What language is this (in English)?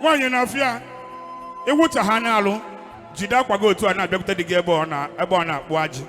Igbo